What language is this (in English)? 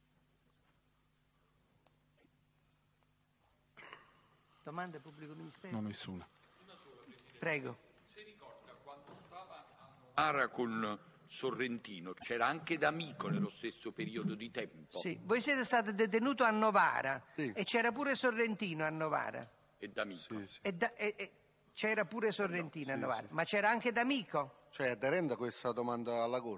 Italian